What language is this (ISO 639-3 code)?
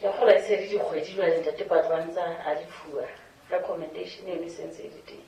sot